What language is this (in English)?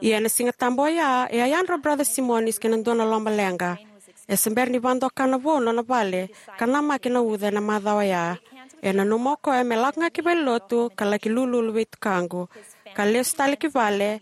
Fijian